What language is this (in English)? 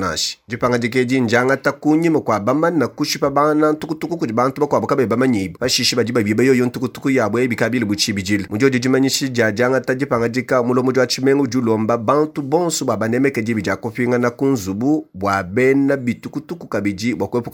Luba-Lulua